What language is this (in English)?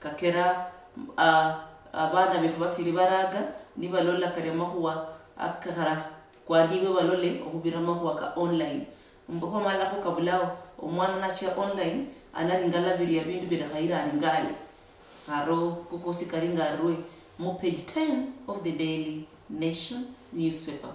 Luyia